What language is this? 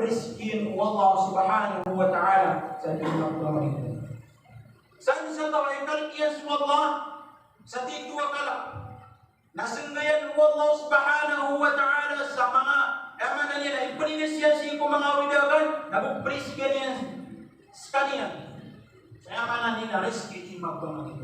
Maranao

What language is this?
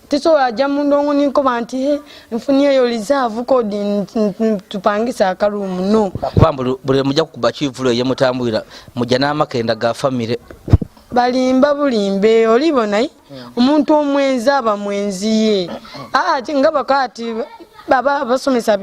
Soga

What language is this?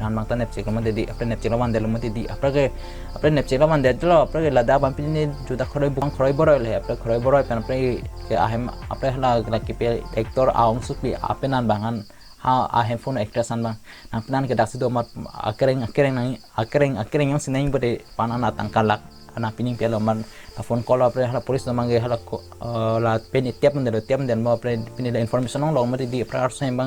Karbi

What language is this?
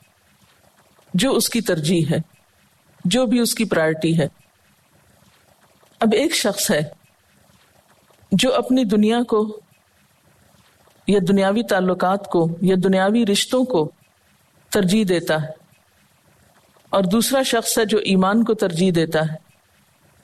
Urdu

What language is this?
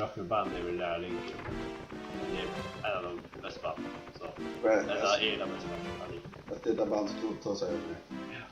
Faroese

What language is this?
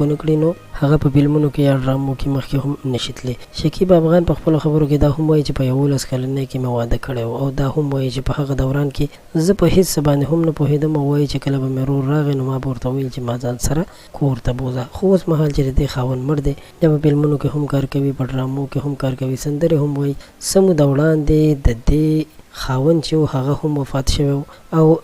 Pashto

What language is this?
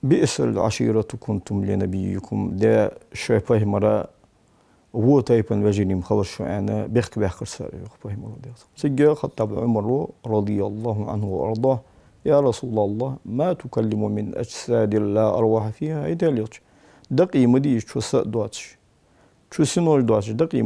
Ingush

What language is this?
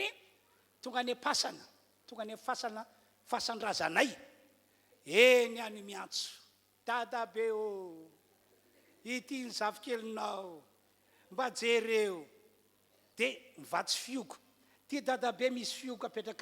Malagasy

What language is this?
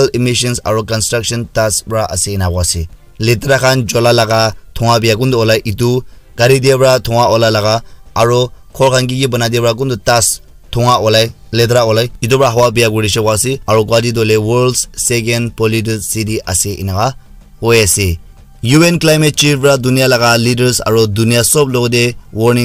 Naga Pidgin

